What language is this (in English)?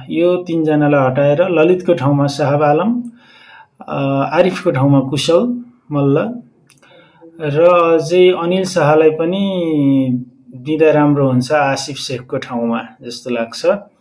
Nepali